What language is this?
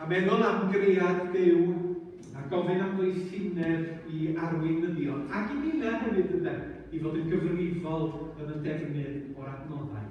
Welsh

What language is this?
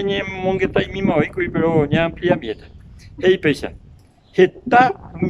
Guarani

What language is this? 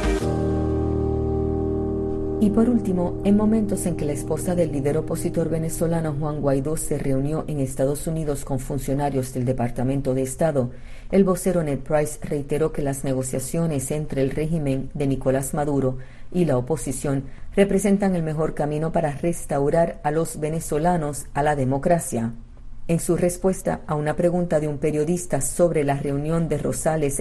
Spanish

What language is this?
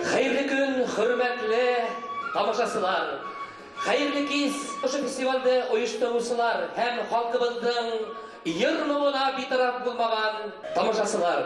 Bashkir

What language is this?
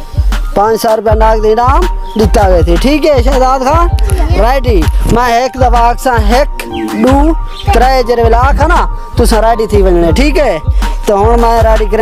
Saraiki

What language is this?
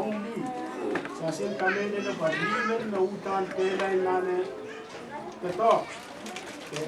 Pohnpeian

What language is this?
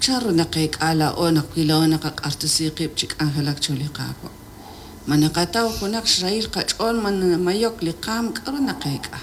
Kekchí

